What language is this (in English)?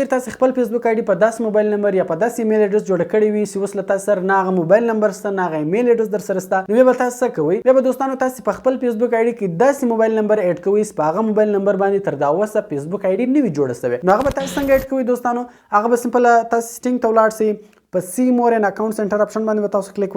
Pashto